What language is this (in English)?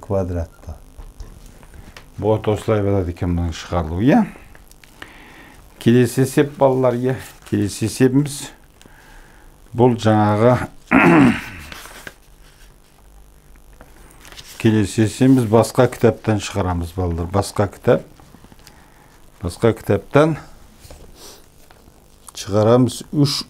Kazakh